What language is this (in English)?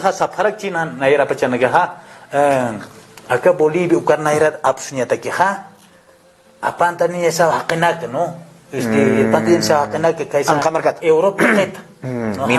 Aymara